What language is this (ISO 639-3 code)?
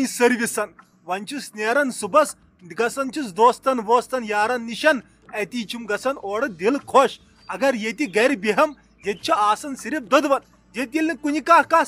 kas